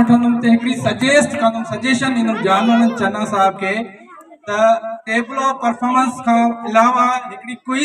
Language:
Sindhi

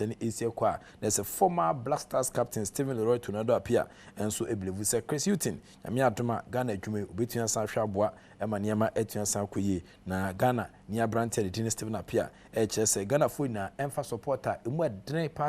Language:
Akan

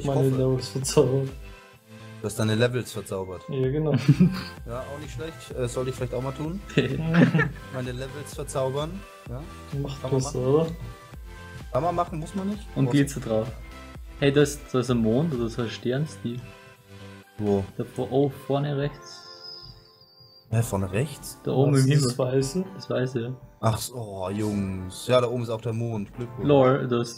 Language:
German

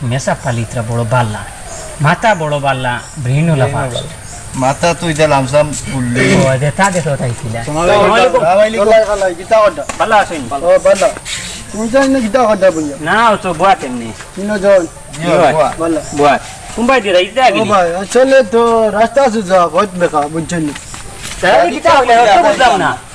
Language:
Sylheti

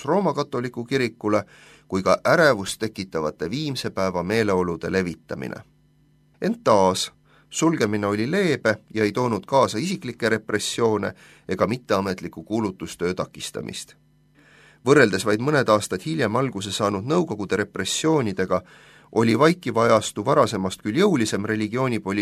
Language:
Estonian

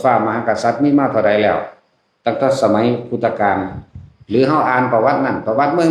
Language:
Lao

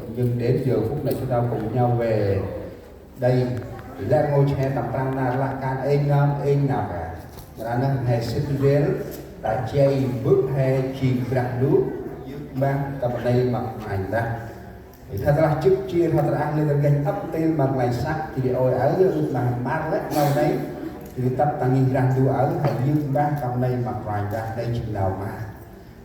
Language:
Central Mnong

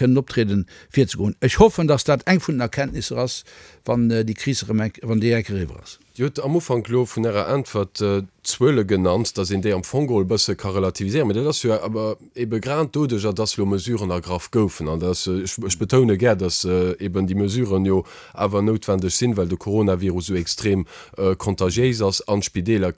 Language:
Luxembourgish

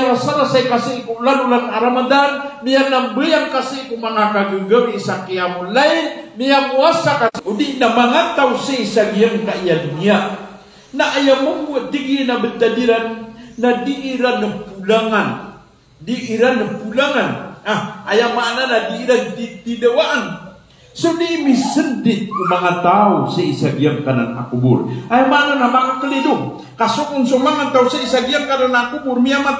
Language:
Maranao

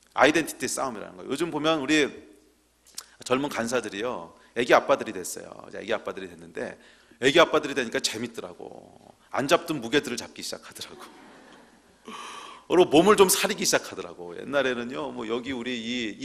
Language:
Korean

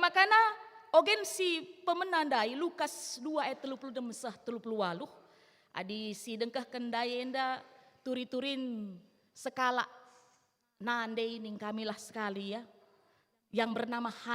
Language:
Batak Karo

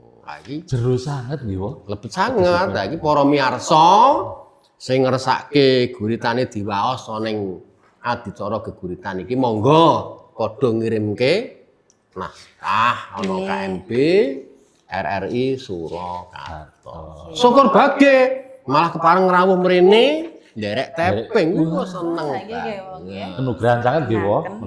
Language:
Javanese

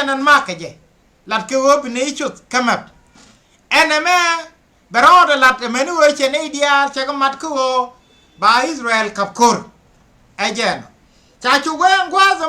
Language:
Nuer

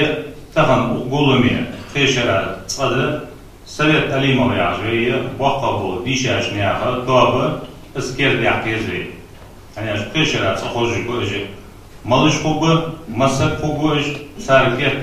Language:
Ingush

